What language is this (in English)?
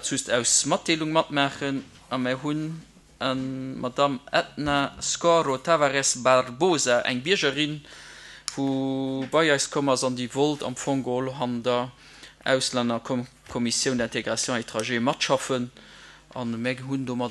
Luxembourgish